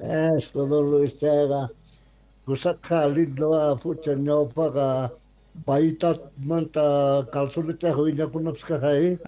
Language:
South Bolivian Quechua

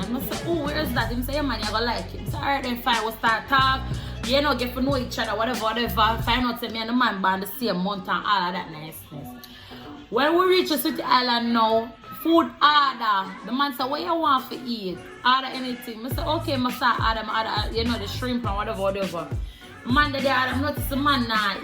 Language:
Jamaican Creole English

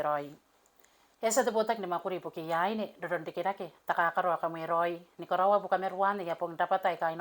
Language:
Gilbertese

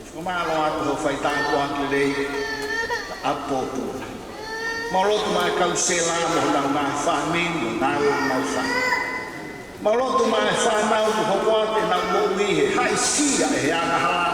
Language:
Tongan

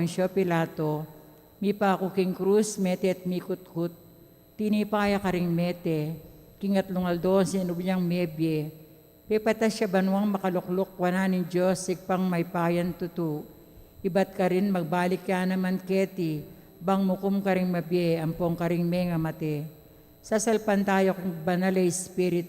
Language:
Pampanga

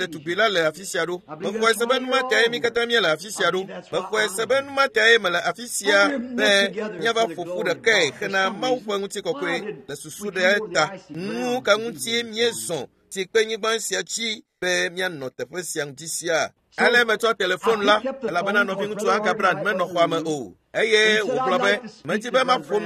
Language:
Ewe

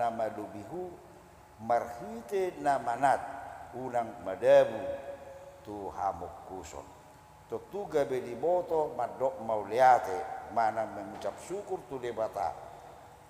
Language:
Batak Toba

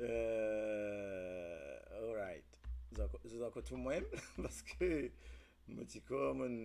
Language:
Morisyen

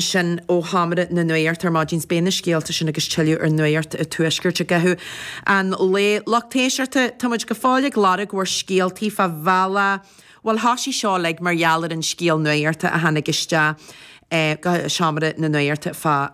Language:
Irish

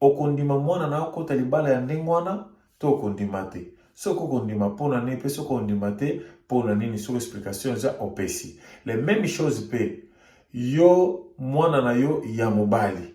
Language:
Lingala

